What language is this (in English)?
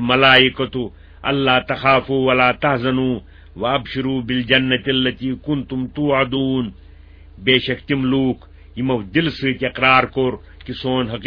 Kashmiri